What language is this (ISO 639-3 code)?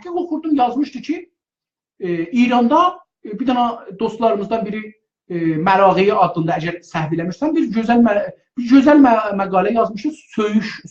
azb